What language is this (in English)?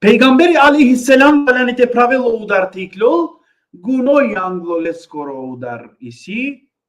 Balkan Romani